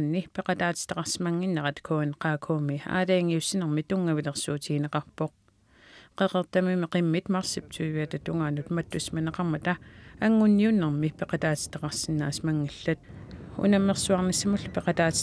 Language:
Kalaallisut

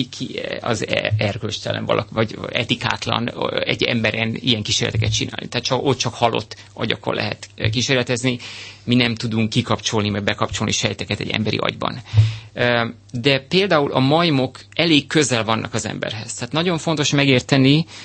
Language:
Hungarian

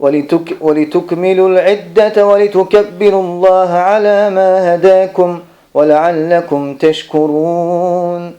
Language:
Balkan Romani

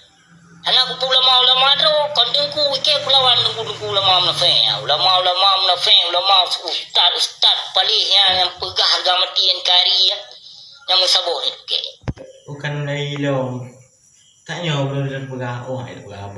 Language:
Achinese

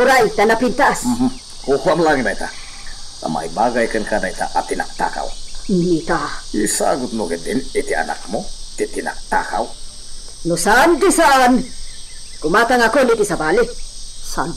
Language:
Iloko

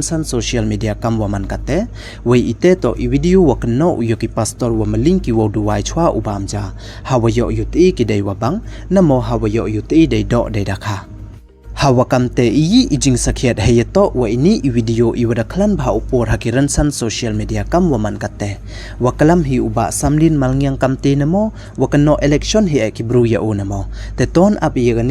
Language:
Pnar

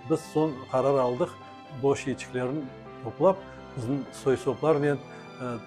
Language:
Crimean Tatar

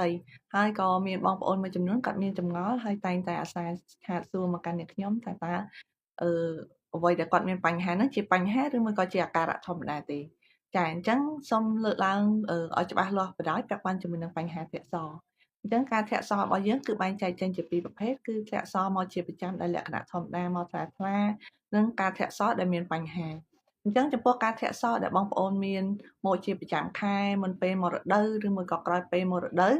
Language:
Khmer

